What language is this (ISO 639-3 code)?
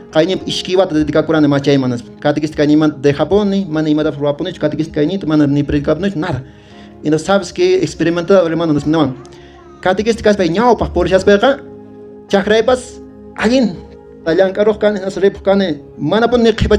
que